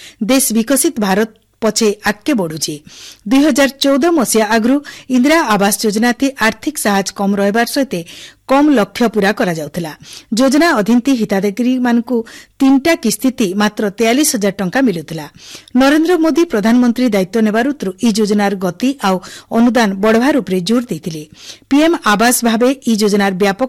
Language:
Odia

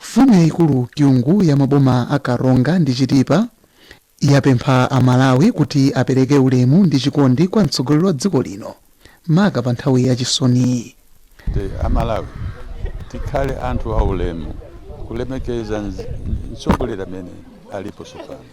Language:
Nyanja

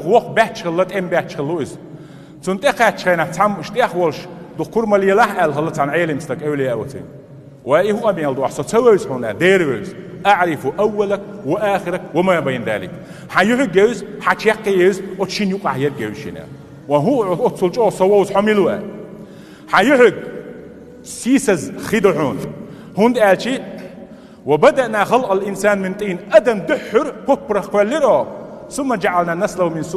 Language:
Chechen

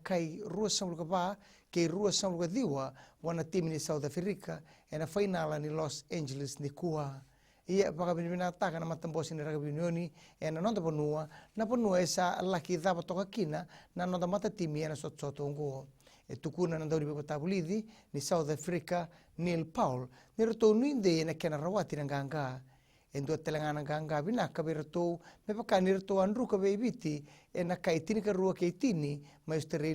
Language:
Fijian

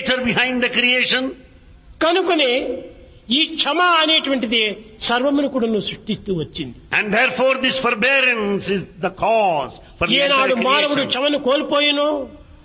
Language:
Telugu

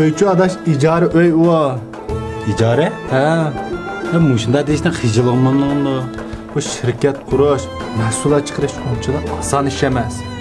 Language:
Uyghur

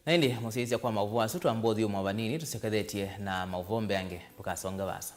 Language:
Kamba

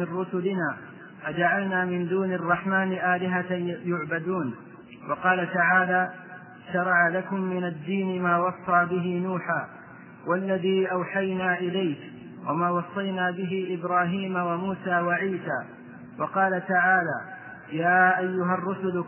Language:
Arabic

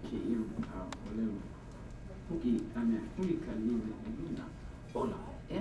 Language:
Hawaiian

